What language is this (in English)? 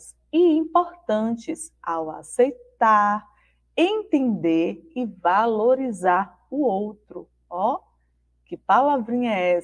Portuguese